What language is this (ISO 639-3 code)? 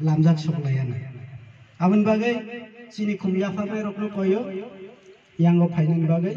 trp